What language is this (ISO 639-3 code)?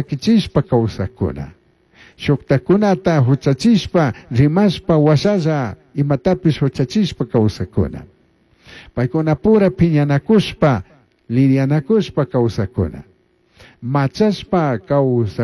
qug